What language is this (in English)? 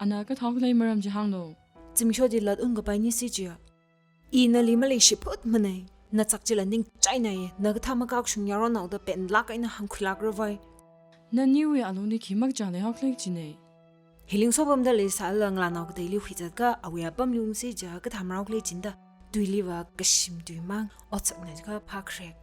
Tangkhul Naga (India)